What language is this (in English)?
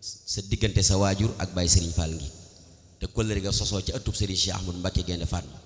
Wolof